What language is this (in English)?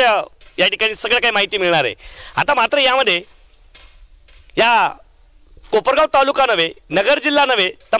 Marathi